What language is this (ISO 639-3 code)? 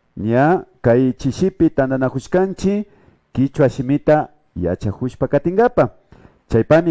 qvi